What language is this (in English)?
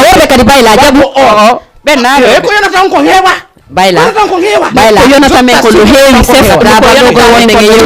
Fula